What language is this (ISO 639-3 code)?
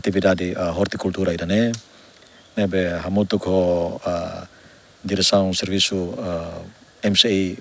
tet